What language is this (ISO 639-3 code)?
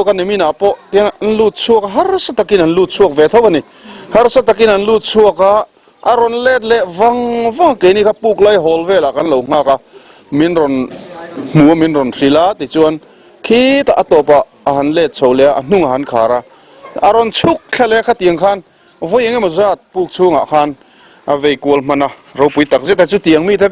lus